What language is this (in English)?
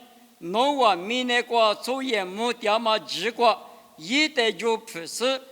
Lisu